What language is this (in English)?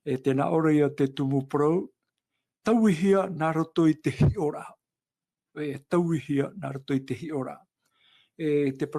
Tahitian